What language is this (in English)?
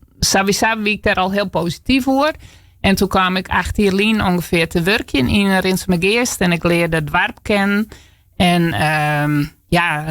Western Frisian